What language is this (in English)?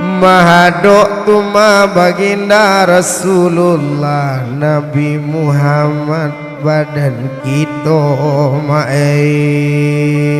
Minangkabau